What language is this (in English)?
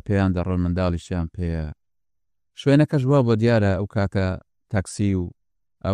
Central Kurdish